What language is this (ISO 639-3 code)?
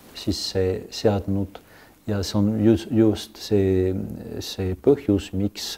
est